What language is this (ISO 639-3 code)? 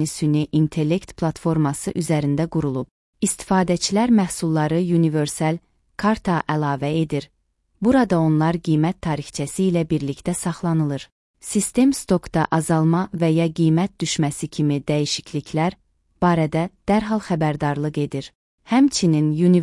aze